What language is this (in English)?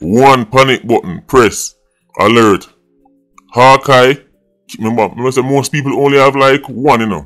Jamaican Creole English